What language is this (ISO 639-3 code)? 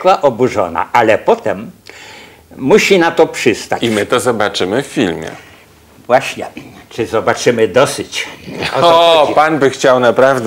pol